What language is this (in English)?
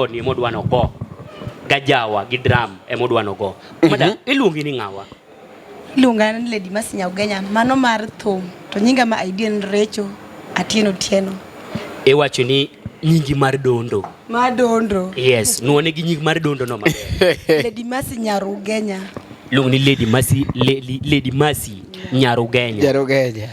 Luo (Kenya and Tanzania)